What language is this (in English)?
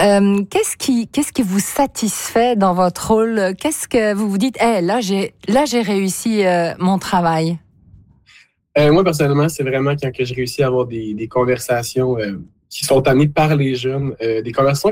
French